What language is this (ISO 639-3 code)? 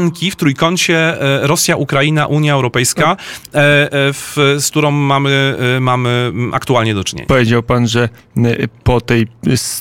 pol